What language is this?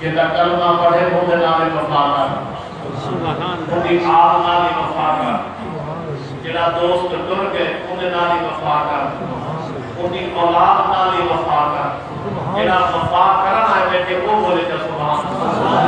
Saraiki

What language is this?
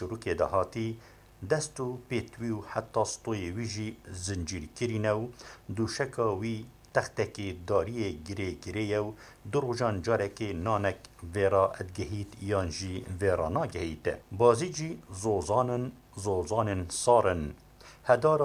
Kurdish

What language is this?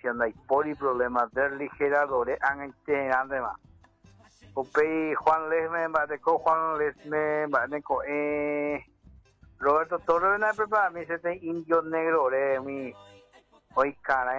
Guarani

